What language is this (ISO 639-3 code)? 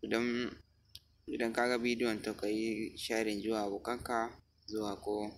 hau